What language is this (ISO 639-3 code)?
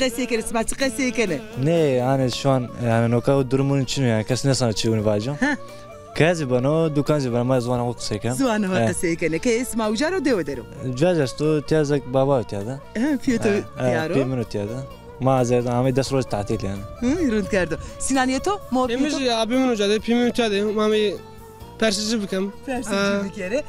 zza